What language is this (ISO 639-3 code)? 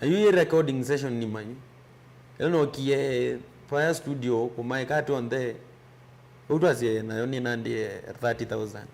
kam